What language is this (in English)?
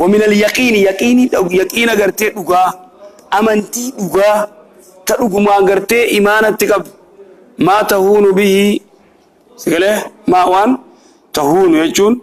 Oromo